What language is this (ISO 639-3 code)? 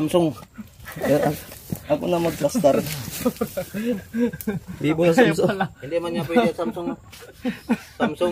fil